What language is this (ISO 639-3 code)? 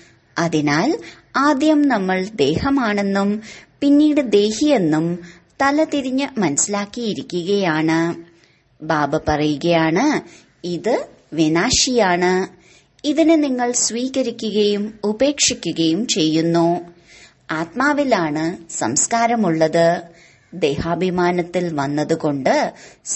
mal